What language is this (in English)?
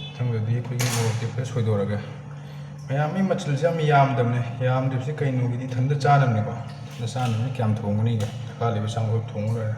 Manipuri